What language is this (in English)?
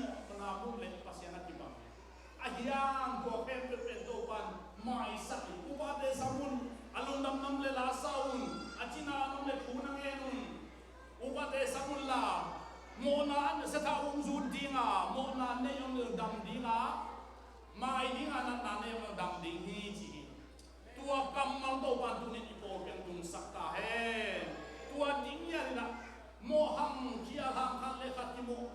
Tedim Chin